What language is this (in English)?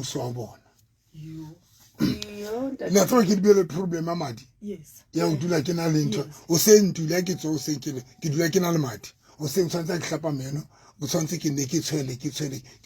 Southern Sotho